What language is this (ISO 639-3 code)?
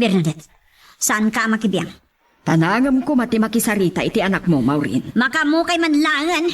ilo